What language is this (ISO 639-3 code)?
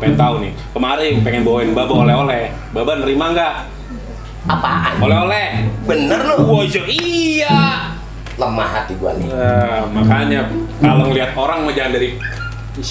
bew